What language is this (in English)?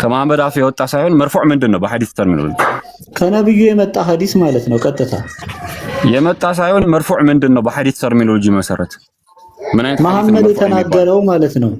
Amharic